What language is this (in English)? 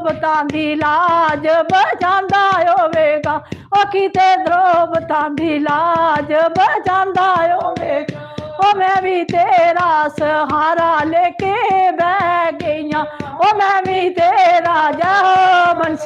Dogri